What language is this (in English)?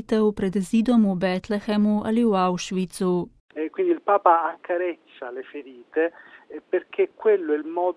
Slovenian